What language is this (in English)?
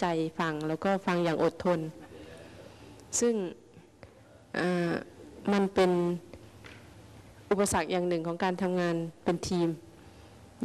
Thai